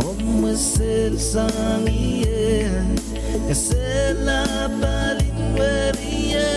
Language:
Pohnpeian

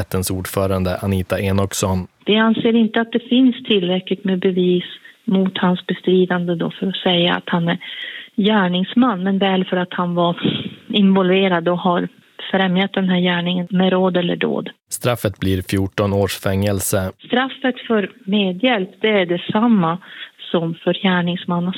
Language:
Swedish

